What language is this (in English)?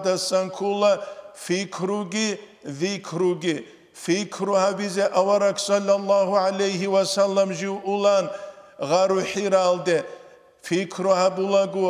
Avaric